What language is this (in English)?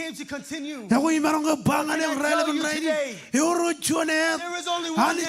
Marshallese